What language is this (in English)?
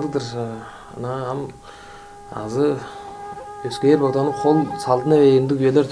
Tuvinian